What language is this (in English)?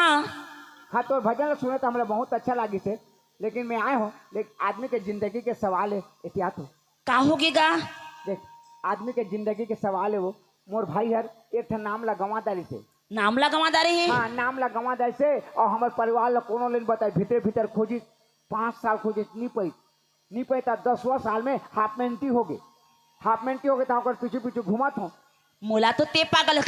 Chhattisgarhi